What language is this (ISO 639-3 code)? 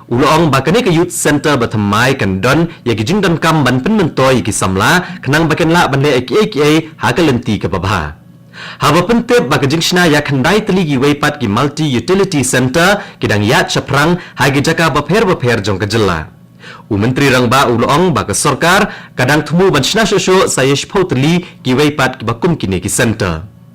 kha